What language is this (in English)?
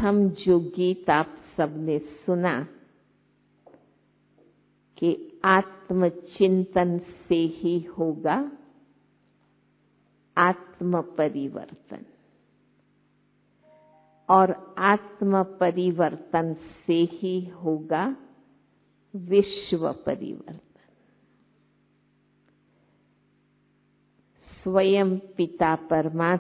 Hindi